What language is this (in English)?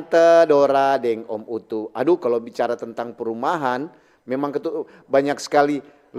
Manado Malay